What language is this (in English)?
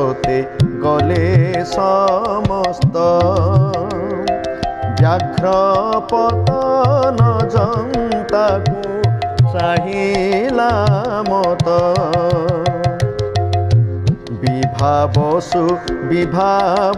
Odia